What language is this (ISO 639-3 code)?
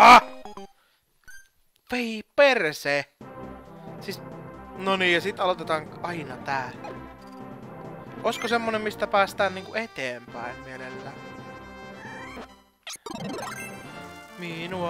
fin